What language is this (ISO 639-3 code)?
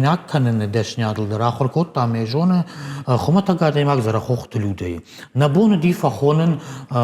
oss